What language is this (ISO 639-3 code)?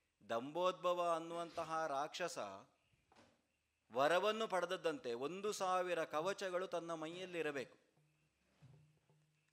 kan